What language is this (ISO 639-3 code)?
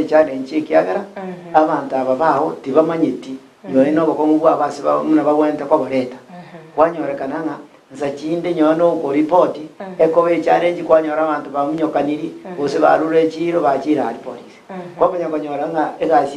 guz